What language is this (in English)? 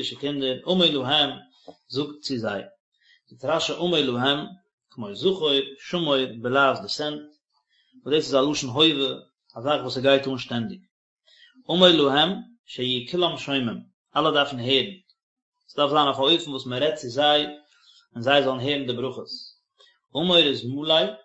Yiddish